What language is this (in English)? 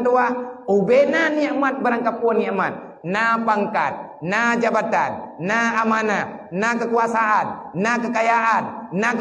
Achinese